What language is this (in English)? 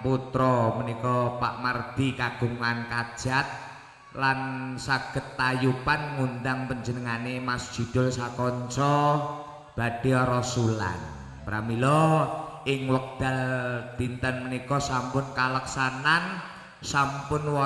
Javanese